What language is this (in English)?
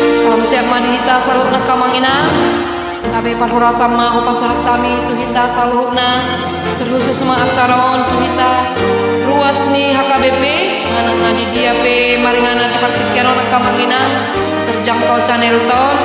Batak Toba